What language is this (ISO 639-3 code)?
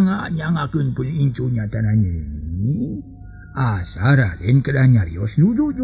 sun